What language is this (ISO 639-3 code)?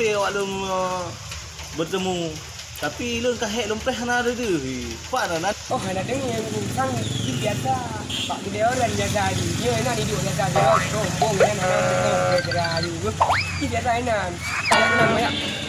ace